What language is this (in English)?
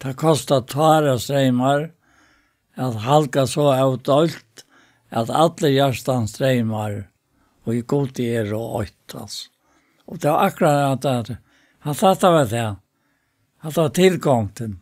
Faroese